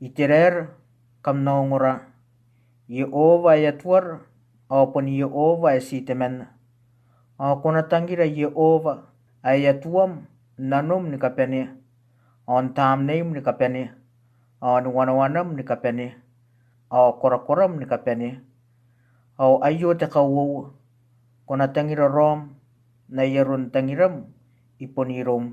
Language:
Gilbertese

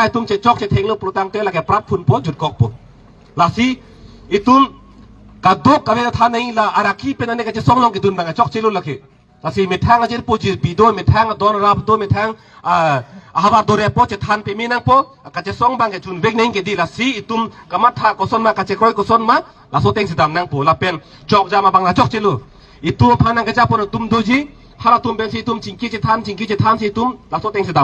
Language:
Karbi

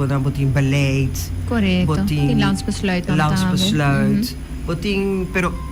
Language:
Papiamento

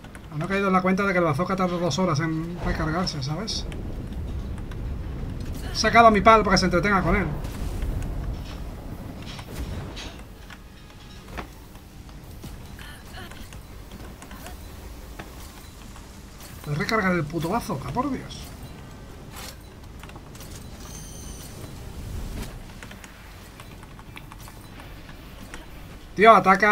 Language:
Spanish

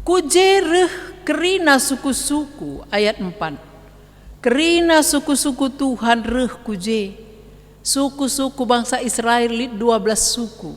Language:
Batak Karo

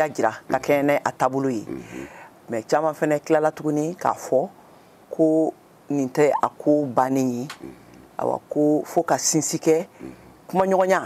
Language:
Bambara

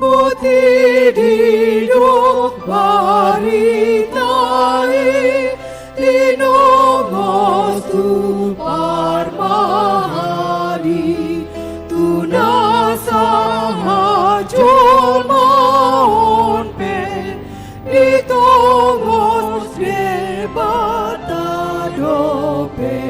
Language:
Batak Toba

